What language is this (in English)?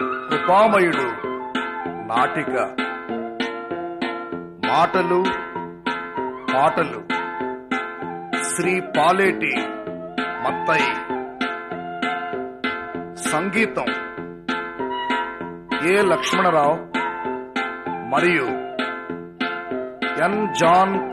Telugu